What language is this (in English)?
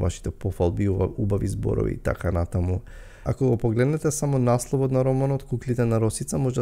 Macedonian